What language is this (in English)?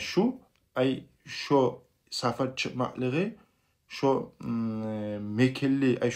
Kumyk